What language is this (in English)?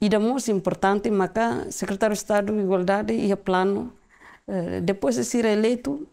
Tetum